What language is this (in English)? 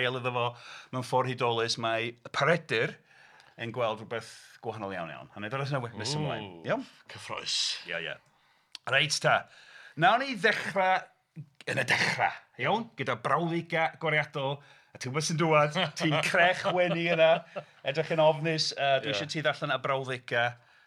Welsh